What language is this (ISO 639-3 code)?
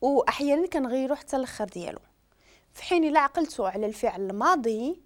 ary